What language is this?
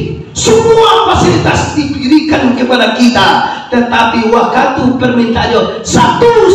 Minangkabau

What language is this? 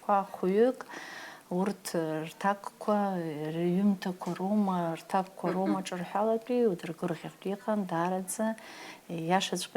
Abkhazian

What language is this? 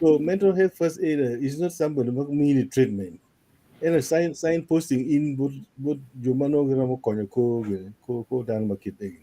Acoli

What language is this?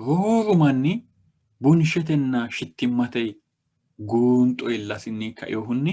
Sidamo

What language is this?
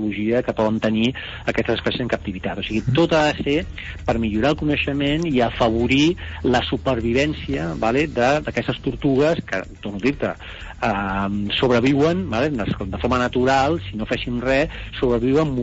Catalan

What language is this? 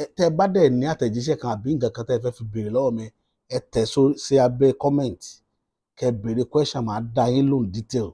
Yoruba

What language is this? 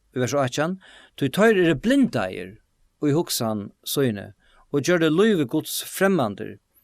Faroese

